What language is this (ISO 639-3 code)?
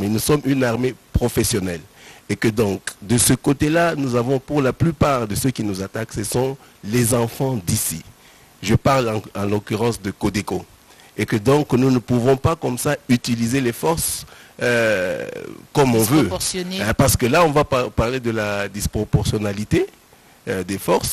fra